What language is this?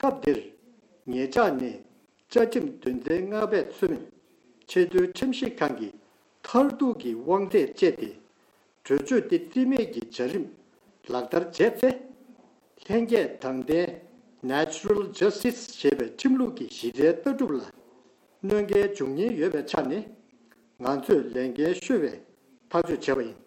Tibetan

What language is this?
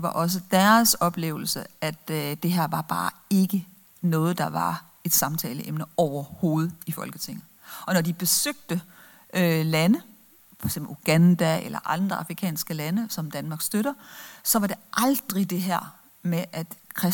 Danish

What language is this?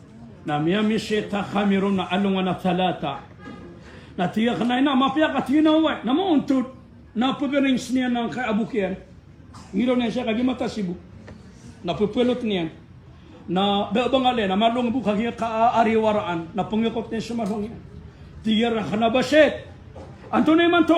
Maranao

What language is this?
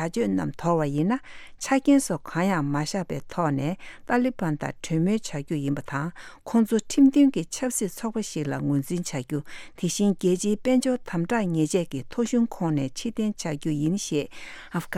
Tibetan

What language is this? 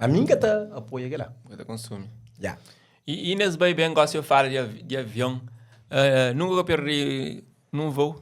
Kabuverdianu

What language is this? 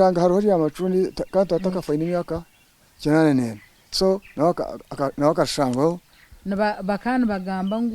Nyankole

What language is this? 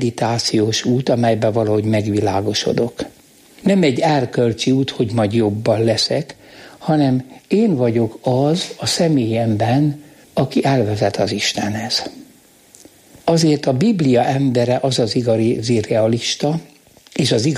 Hungarian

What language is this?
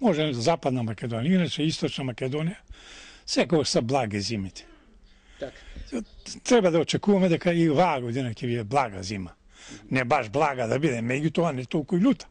Macedonian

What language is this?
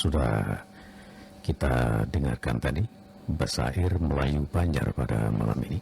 Banjar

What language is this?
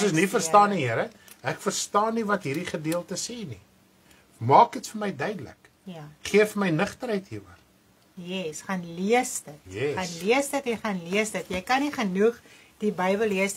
Afrikaans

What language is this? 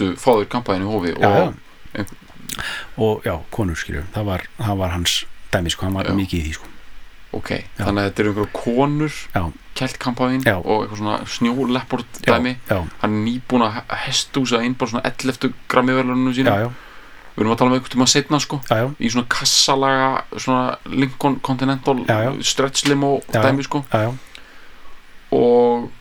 Icelandic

